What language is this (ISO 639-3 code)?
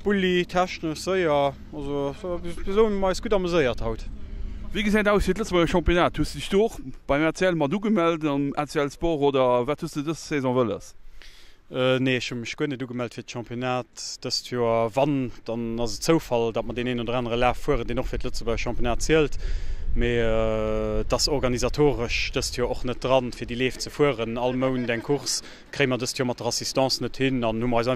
ltz